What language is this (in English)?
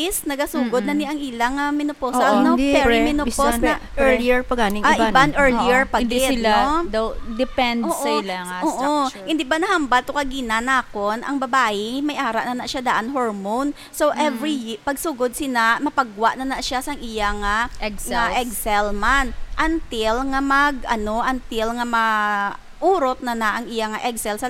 Hiligaynon